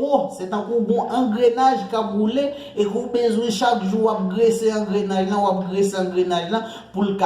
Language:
Haitian Creole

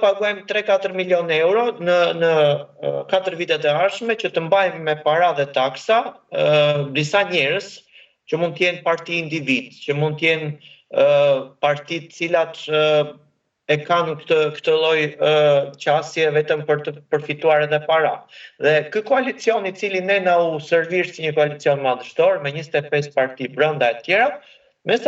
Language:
Albanian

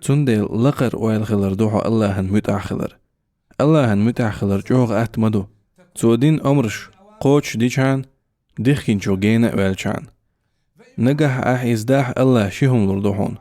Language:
Chechen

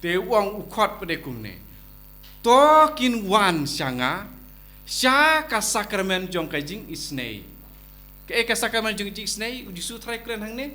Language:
Khasi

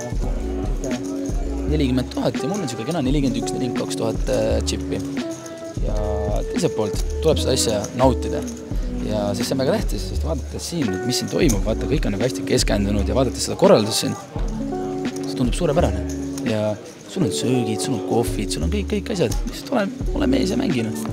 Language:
Estonian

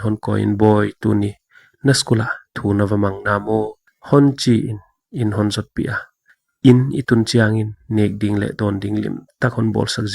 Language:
Paite Chin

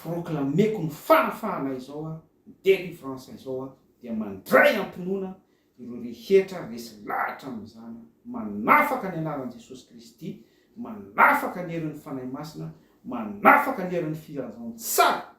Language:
Malagasy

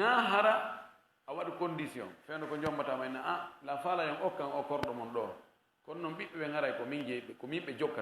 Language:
Fula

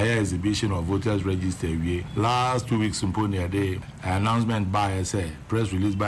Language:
Akan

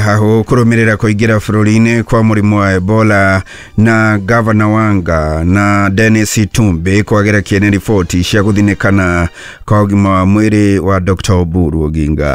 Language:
Kikuyu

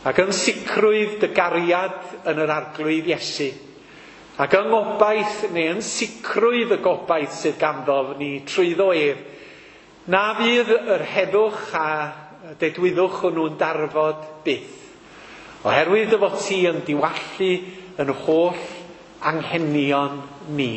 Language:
Welsh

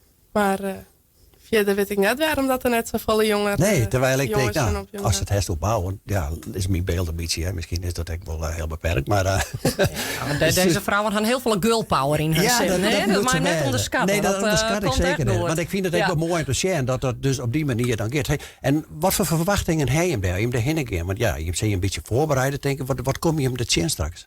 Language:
Western Frisian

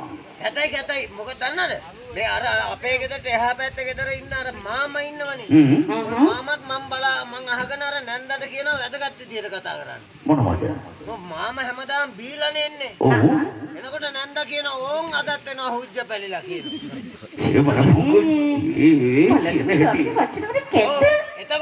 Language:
Sinhala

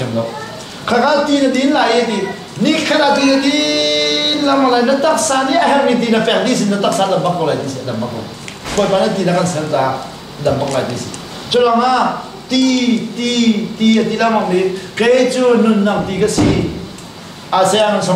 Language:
Hakha Chin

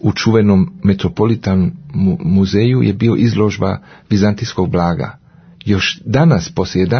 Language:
Serbian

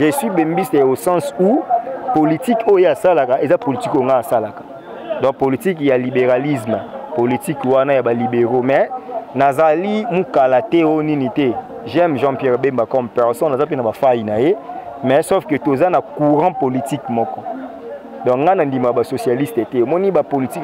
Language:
Lingala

